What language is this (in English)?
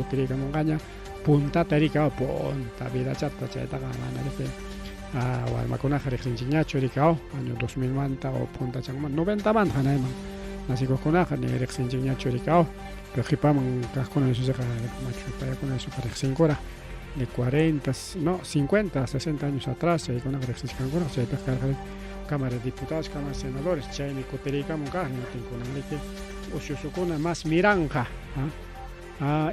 Ayacucho Quechua